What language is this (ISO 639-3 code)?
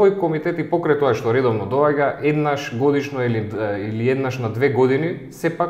mkd